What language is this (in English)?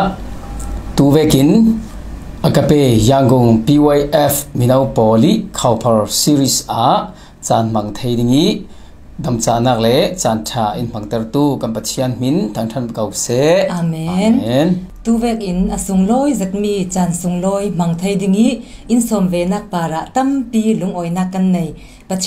Falam Chin